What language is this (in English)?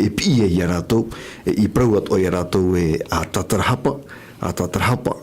Tahitian